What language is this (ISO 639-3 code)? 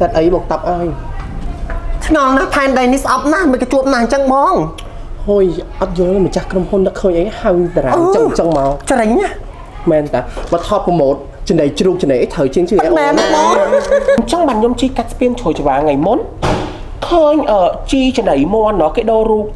khm